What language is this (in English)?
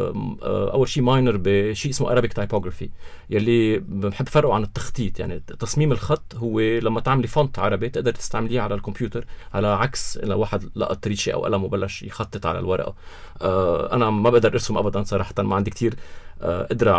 North Levantine Arabic